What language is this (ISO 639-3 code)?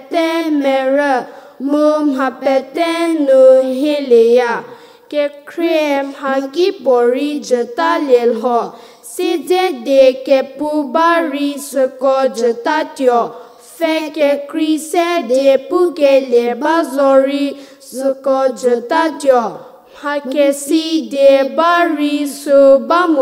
njm